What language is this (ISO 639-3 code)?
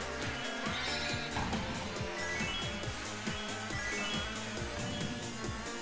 deu